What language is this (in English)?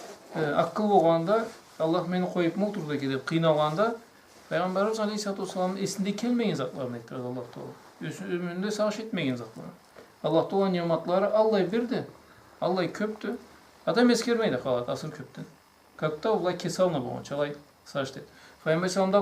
Karachay-Balkar